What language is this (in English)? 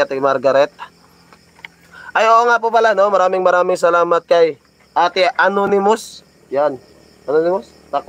Filipino